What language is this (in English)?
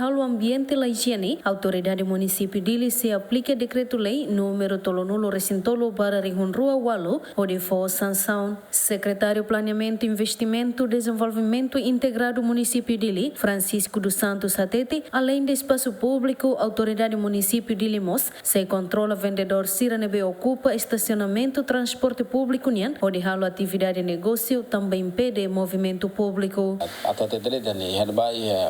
Tetum